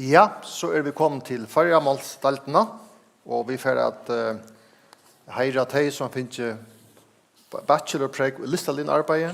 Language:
Faroese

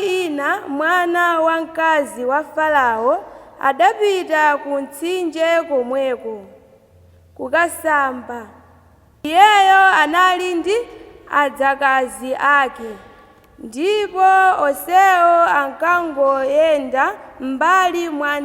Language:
Nyanja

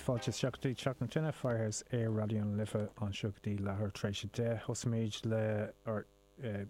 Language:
Irish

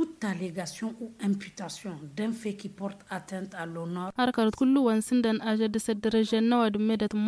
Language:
Tamasheq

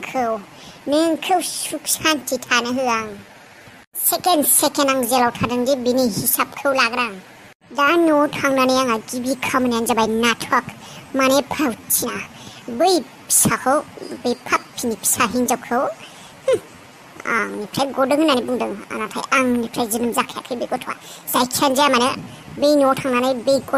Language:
Bodo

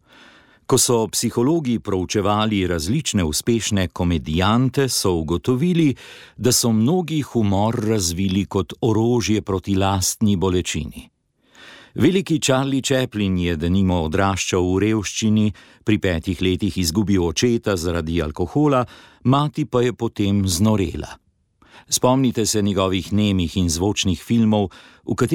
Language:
Slovenian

